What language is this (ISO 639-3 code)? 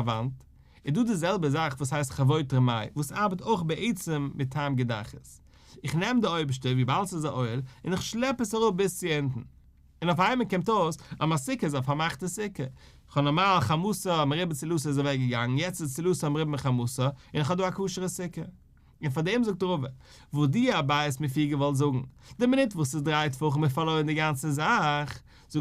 yid